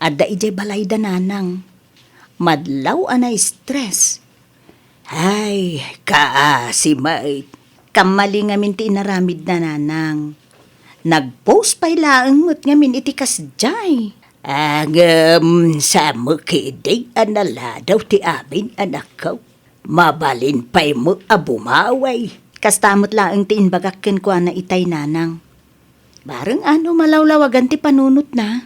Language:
Iloko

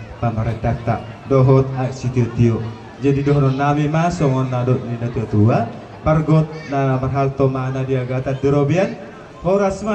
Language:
Batak Toba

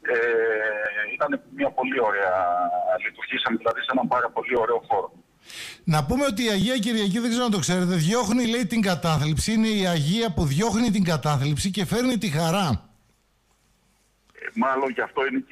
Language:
Greek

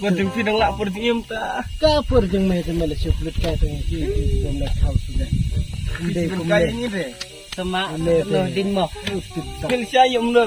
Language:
Khasi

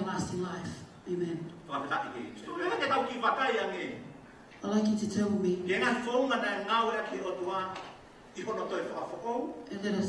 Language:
Tongan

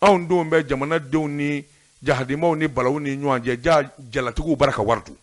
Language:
Bambara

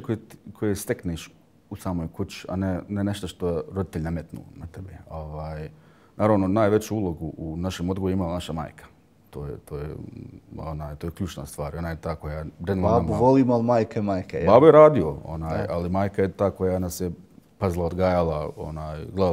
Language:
Bosnian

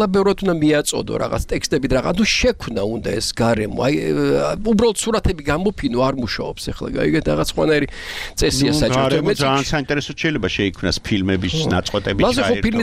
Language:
Georgian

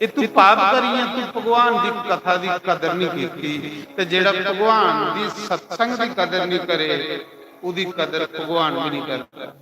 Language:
Dogri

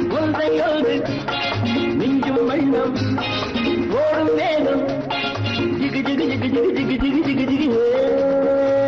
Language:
Tamil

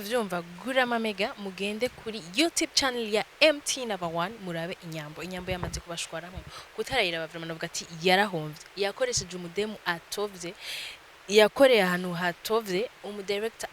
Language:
Rundi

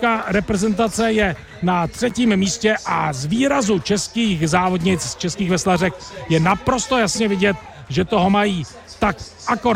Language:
Czech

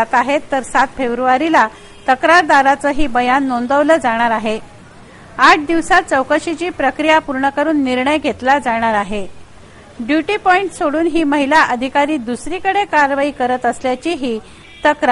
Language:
Marathi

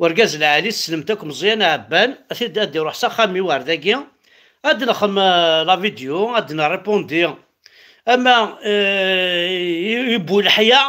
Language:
Kabyle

